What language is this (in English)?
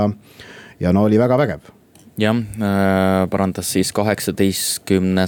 Estonian